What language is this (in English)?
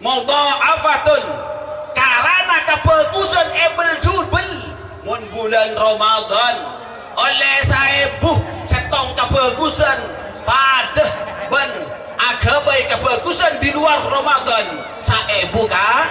Madurese